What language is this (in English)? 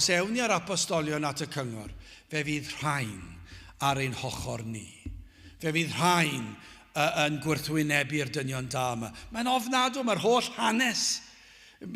Welsh